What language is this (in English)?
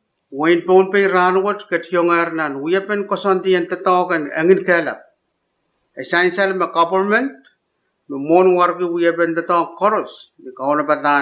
Pohnpeian